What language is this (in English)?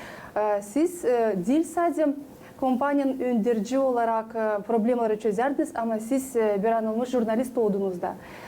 Gagauz